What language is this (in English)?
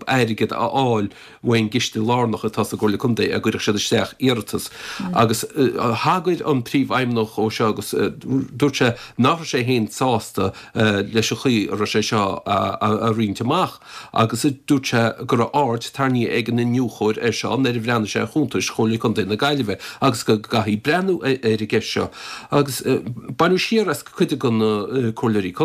Irish